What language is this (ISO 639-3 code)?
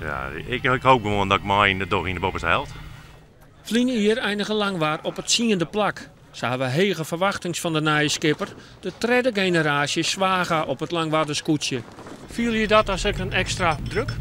fry